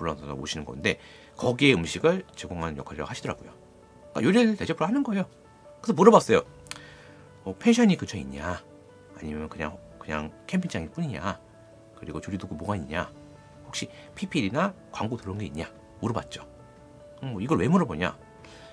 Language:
Korean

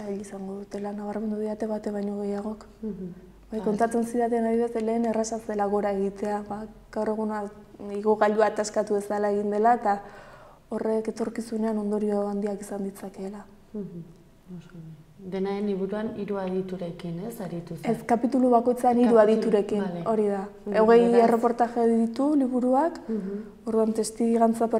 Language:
Basque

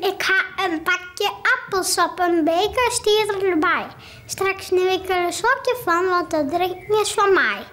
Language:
Western Frisian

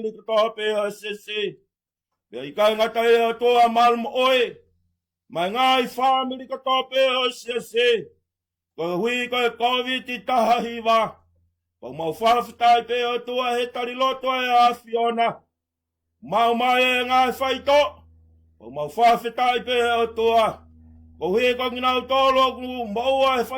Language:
Tongan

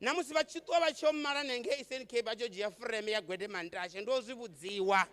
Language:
Venda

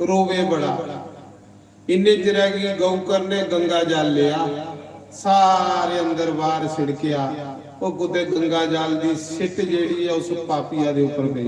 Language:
Dogri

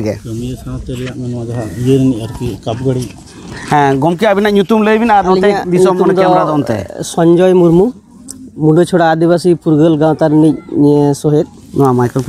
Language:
Santali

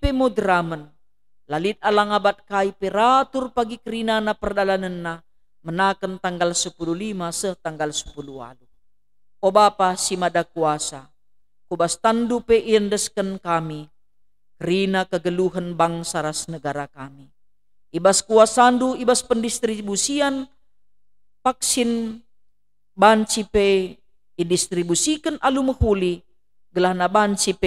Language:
Batak Karo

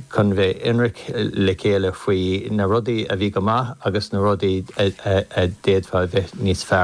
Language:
Irish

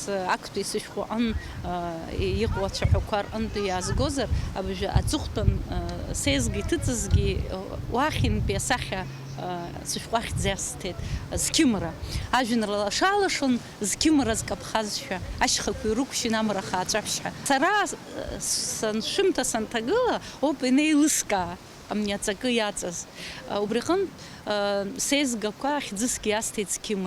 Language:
Abkhazian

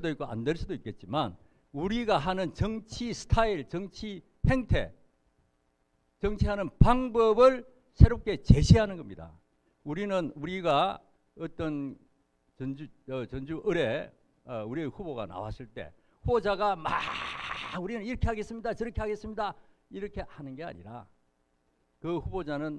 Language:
Korean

